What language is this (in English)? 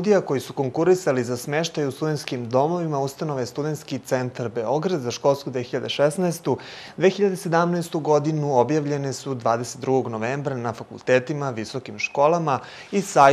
Serbian